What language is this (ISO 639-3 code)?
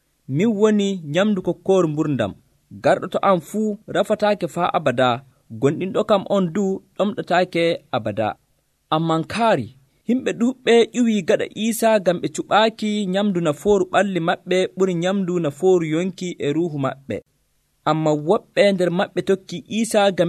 fuv